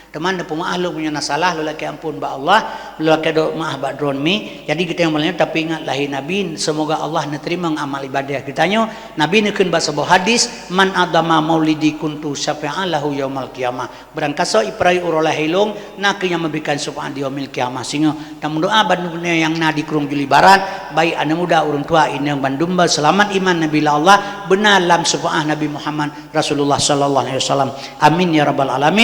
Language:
Achinese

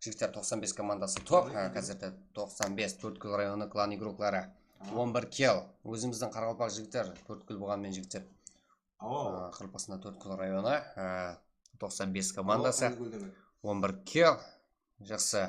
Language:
Kara-Kalpak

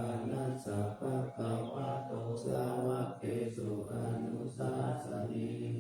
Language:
Pali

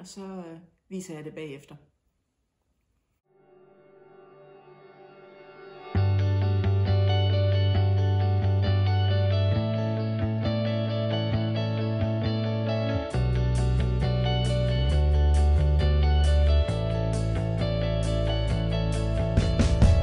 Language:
Danish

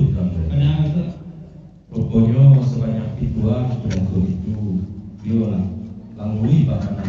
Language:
Minangkabau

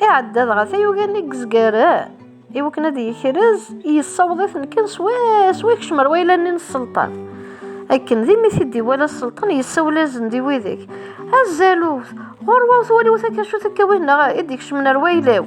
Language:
Kabyle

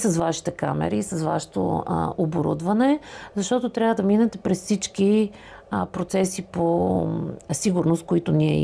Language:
Bulgarian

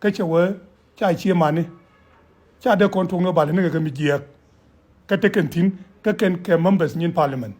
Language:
Nuer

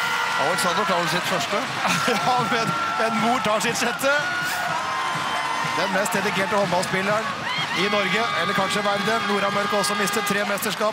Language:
Norwegian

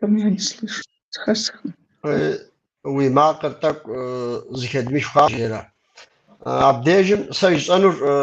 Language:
Kabardian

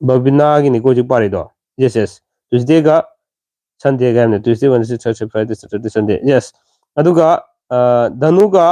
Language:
Manipuri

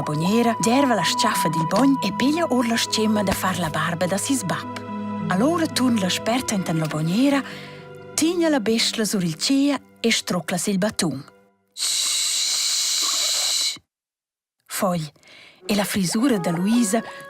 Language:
Romansh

